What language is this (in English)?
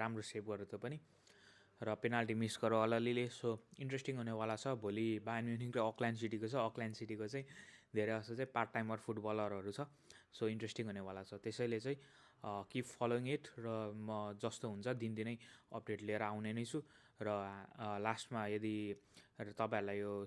Nepali